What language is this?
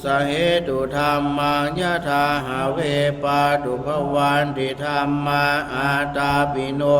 Pali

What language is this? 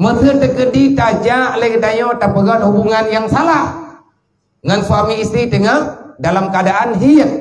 Achinese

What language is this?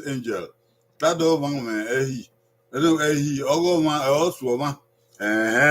Bini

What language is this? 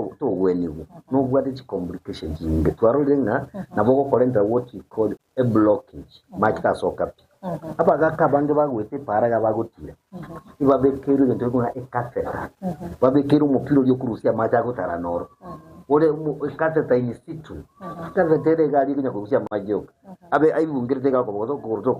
Gusii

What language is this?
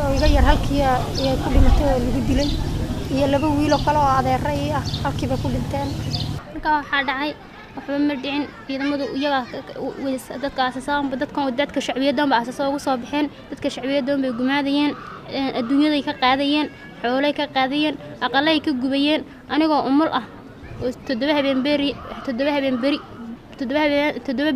Somali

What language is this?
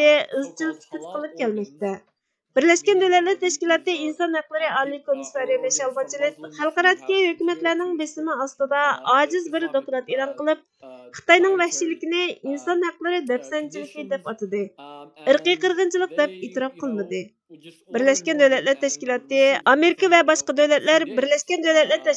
Uyghur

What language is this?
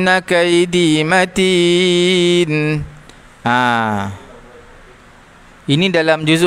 Malay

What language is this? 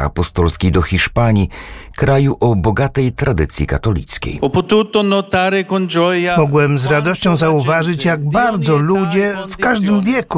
Polish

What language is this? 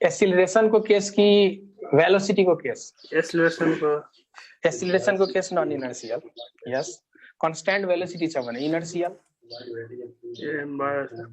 Nepali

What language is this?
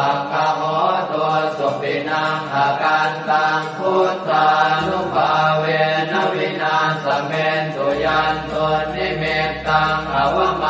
Pali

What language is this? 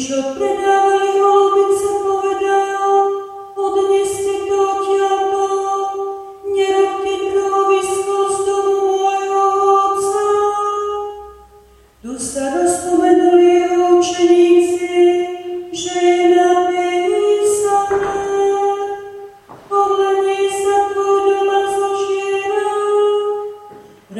Slovak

